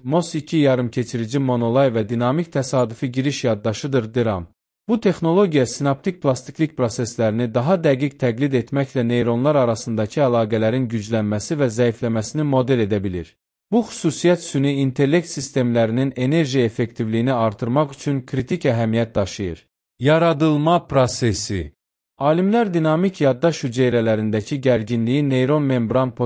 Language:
Azerbaijani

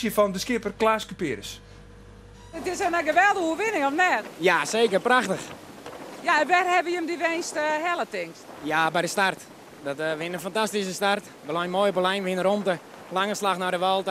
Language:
Western Frisian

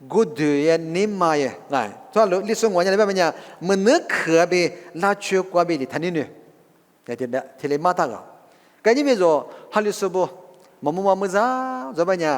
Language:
Lisu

